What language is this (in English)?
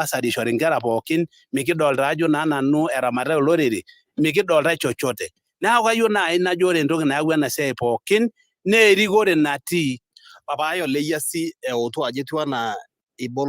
Masai